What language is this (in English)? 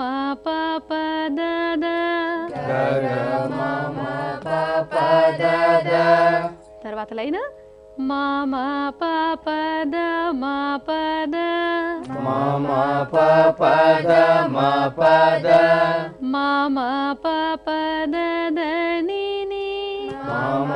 Telugu